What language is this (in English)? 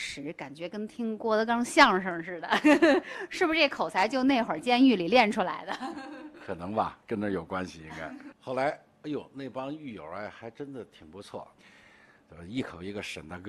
Chinese